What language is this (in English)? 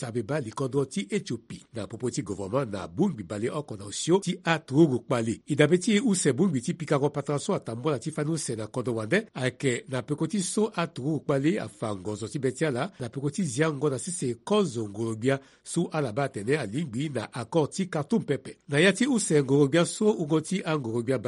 Sango